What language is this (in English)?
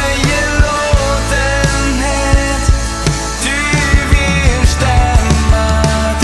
Plautdietsch